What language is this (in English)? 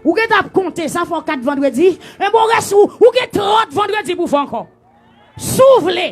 Haitian Creole